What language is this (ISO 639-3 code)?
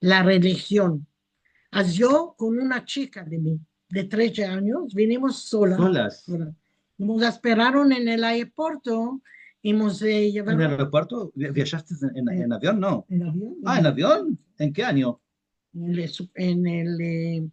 lad